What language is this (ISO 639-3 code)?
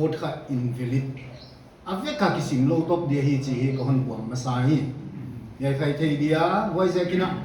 pck